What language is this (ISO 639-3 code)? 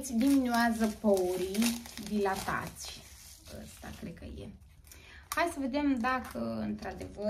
ron